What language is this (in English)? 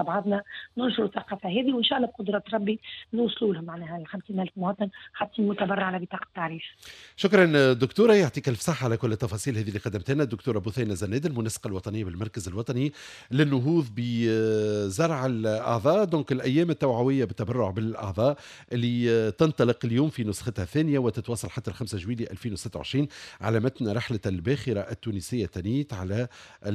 Tunisian Arabic